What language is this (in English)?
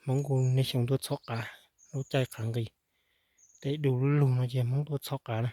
Hmong